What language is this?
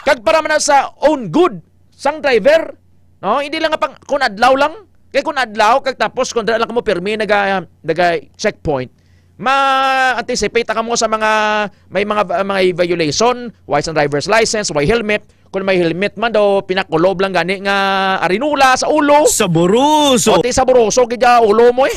Hiligaynon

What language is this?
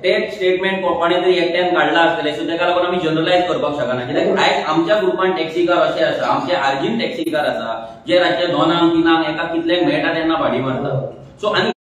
Konkani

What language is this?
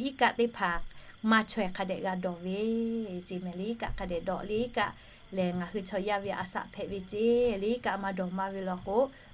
Lahu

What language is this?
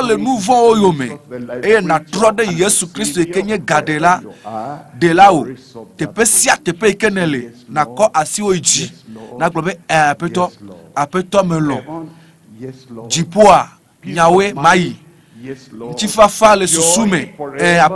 Ewe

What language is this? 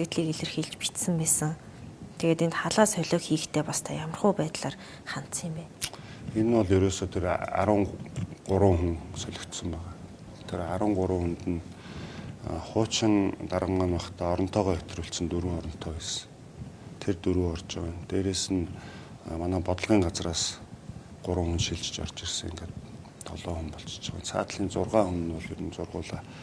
Mongolian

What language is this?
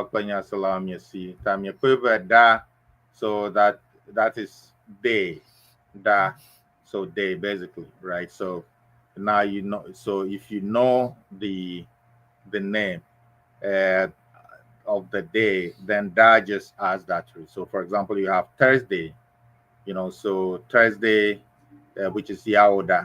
Ewe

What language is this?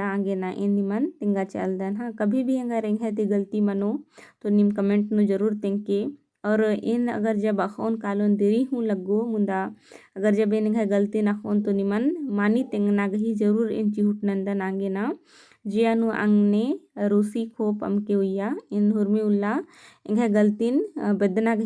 Kurukh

